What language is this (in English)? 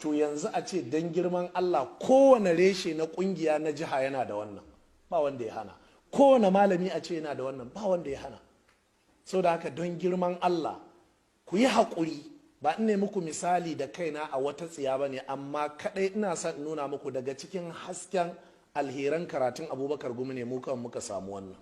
Hausa